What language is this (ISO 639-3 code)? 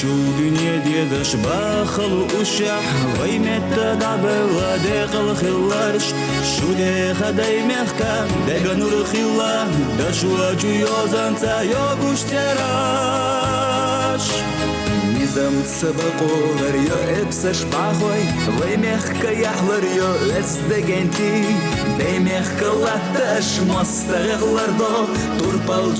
che